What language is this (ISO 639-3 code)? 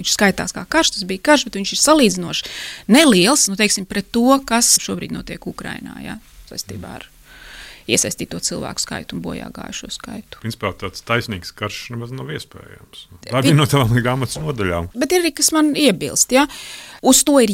lav